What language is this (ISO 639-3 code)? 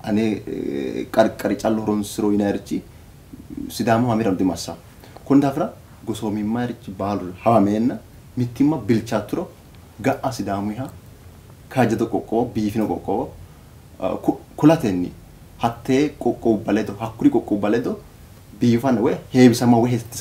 sid